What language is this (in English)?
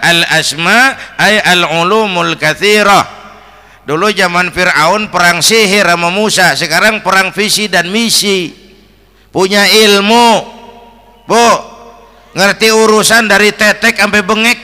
Betawi